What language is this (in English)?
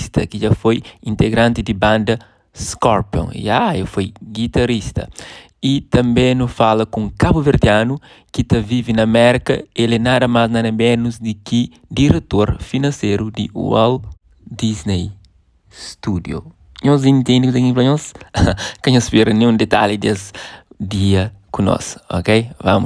Kabuverdianu